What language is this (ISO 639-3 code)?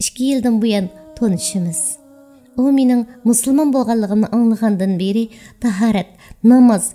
uig